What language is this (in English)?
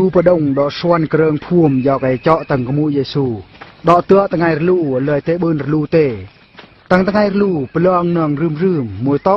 Eastern Bru